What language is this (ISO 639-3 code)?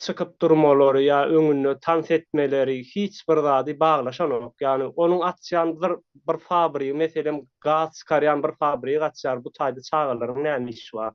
tuk